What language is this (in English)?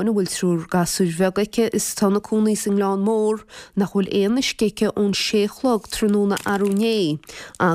Irish